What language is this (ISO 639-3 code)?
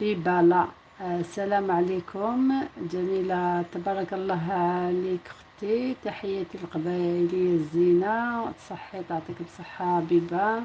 arq